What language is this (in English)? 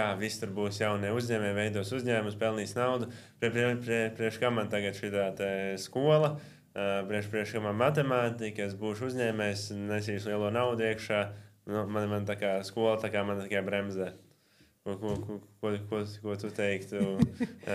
Latvian